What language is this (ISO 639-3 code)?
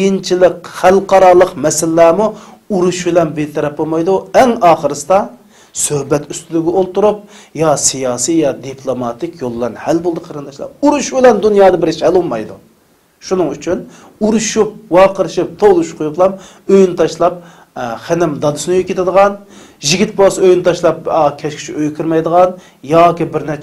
uig